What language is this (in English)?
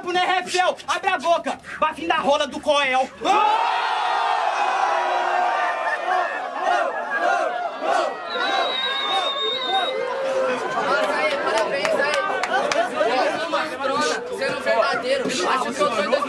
Portuguese